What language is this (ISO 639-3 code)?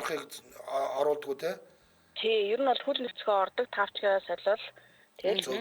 mon